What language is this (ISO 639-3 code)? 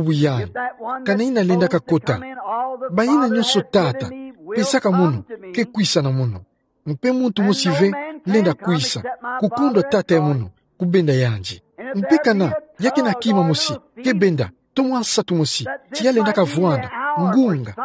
ktu